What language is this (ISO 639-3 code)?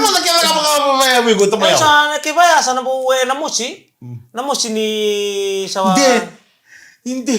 fij